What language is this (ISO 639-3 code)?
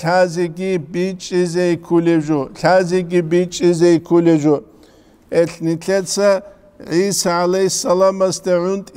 ava